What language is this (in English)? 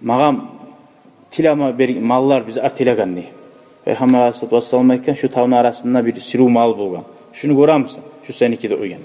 Kumyk